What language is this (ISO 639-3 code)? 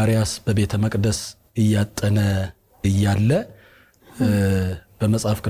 amh